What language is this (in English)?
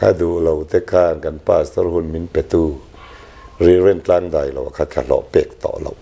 Mizo